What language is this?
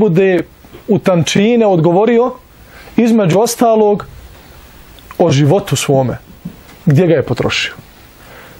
Bosnian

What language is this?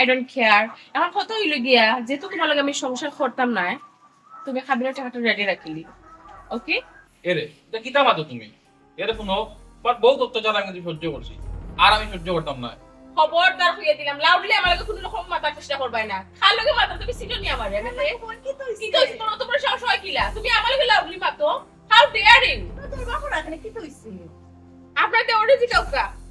Sylheti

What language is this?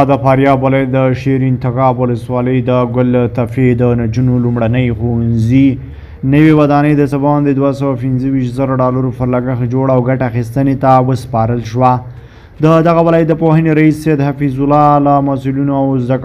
Pashto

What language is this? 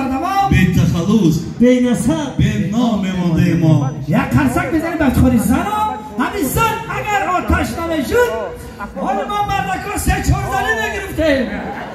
Tajik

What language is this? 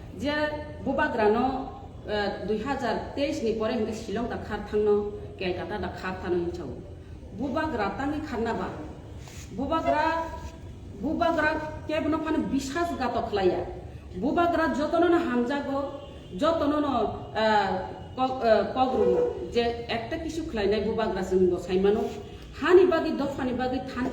Kok Borok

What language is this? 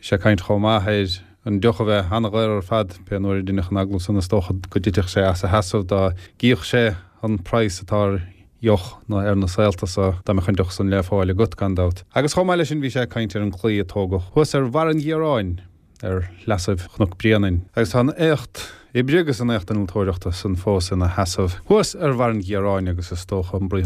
Irish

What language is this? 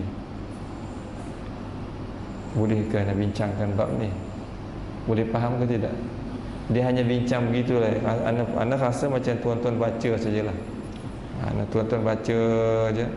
Malay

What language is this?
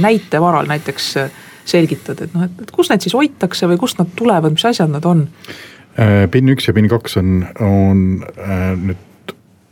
Estonian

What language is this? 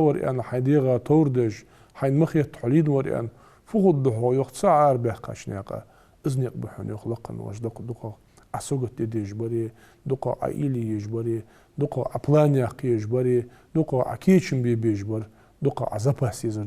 Ingush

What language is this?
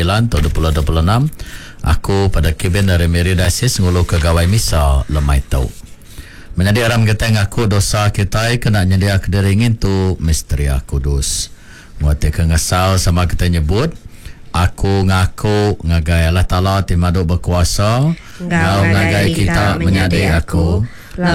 Iban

